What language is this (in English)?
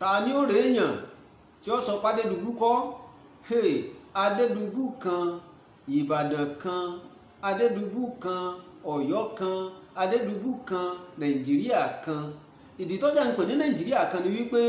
Yoruba